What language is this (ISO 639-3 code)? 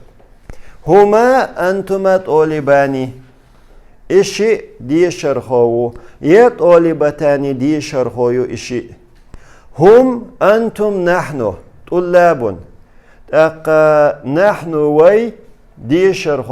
che